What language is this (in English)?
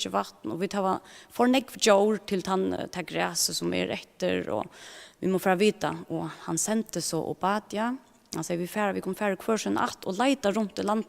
Faroese